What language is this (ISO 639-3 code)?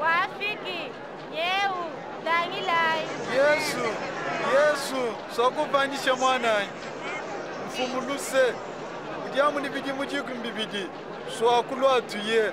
lua